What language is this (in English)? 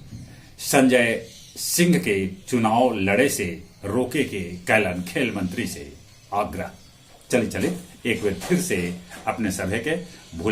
Magahi